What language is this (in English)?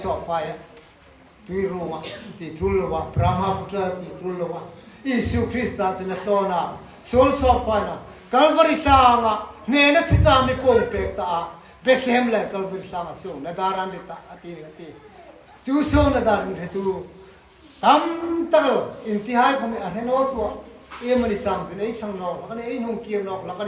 Hmar